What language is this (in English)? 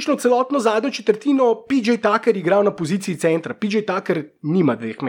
Slovenian